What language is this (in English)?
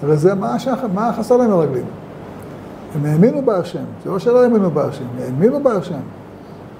Hebrew